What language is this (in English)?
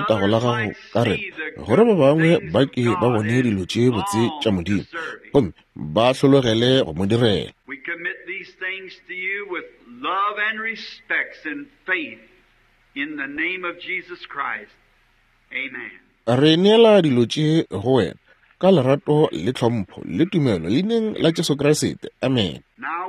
Northern Sotho